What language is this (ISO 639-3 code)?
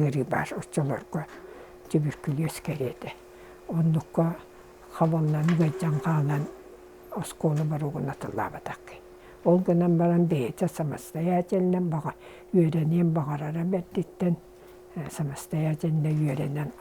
sah